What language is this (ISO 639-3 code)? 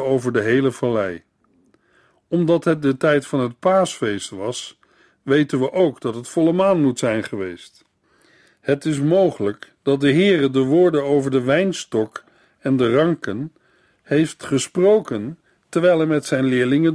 nld